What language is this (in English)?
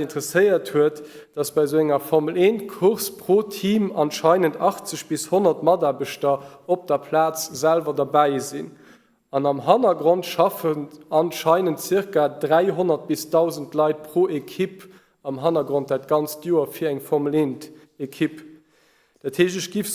Luxembourgish